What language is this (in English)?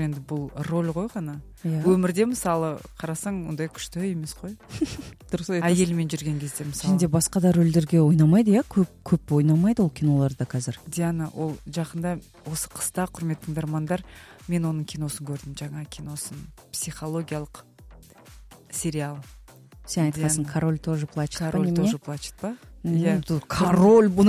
Kazakh